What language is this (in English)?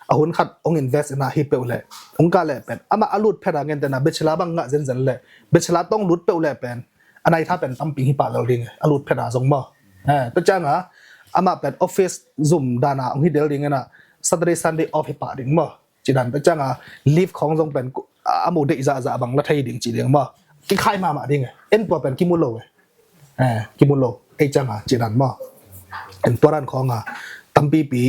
Tedim Chin